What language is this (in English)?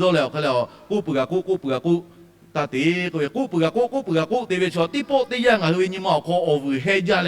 Lahu